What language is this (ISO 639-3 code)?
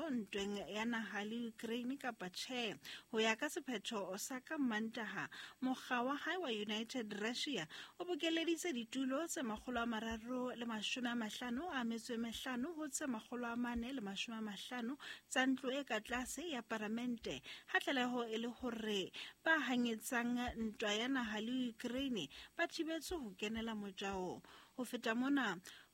sot